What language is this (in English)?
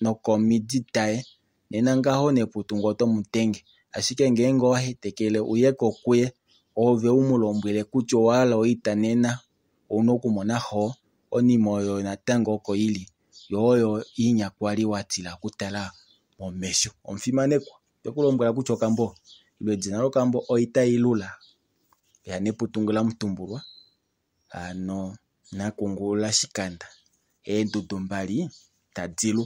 Kuanyama